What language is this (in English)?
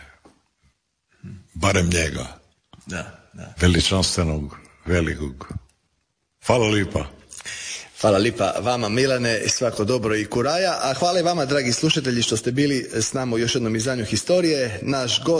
Croatian